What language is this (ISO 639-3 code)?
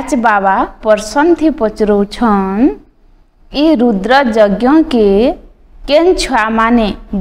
ori